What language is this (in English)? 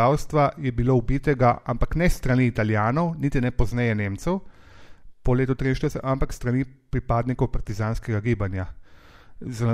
Slovenian